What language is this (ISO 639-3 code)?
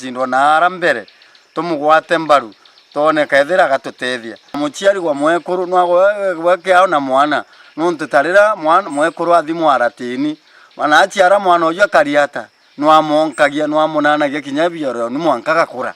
mer